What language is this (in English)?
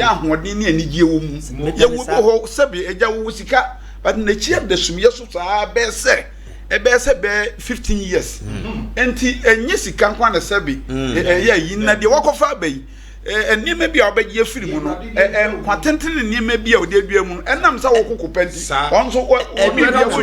Akan